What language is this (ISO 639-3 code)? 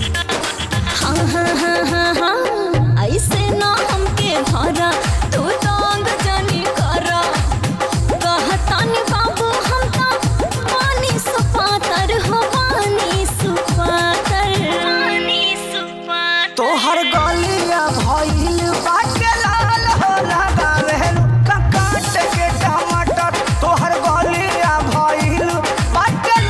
bho